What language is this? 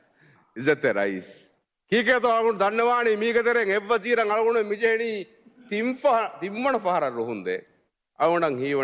Divehi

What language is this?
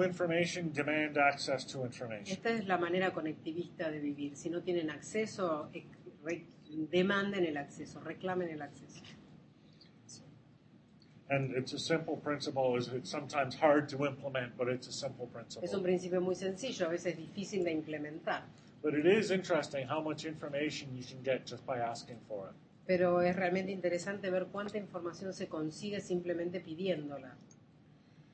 Spanish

